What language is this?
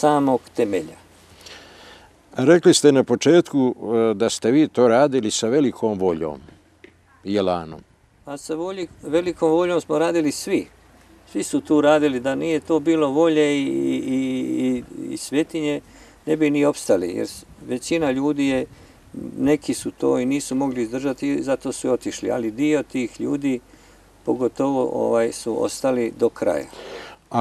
Bosnian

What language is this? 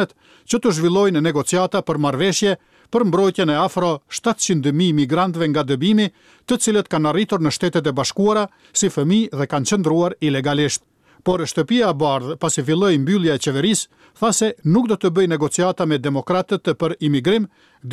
Albanian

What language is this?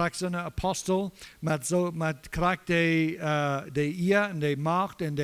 Plautdietsch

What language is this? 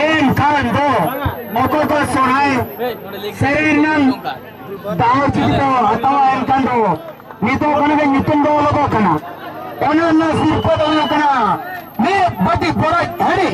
Santali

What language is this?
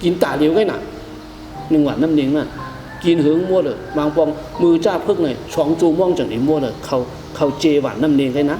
Shan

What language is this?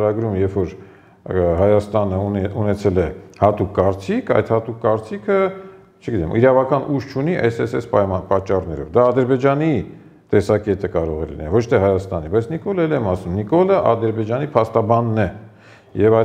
Armenian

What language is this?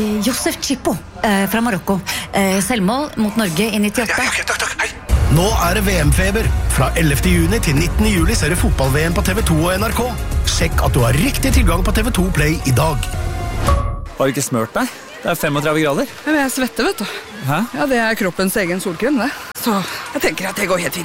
Norwegian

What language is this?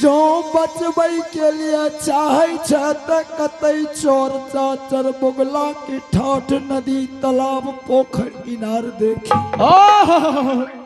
Angika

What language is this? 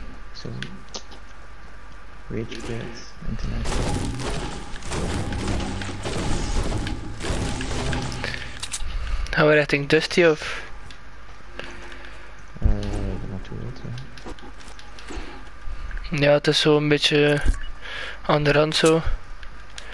Dutch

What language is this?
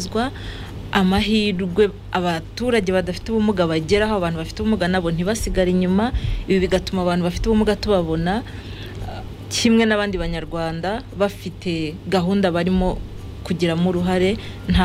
Kinyarwanda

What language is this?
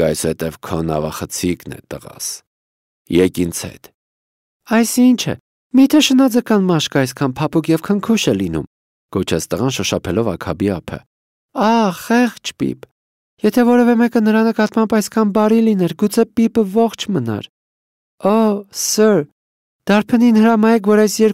Armenian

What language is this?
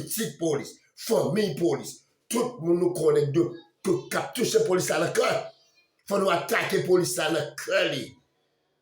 Haitian Creole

